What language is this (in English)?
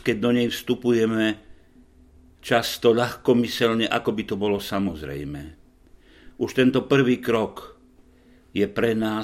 Slovak